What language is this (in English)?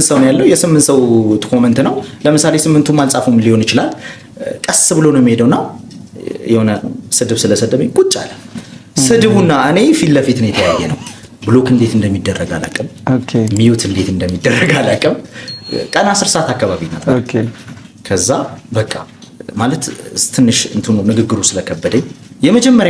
Amharic